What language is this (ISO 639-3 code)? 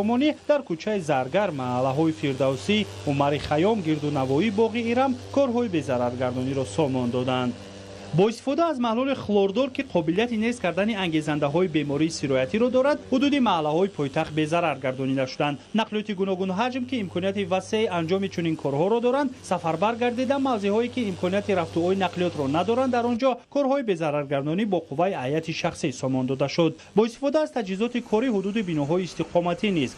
tgk